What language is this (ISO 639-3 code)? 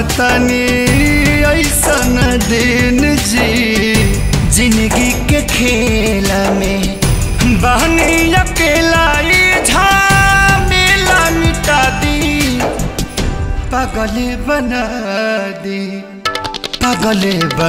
bho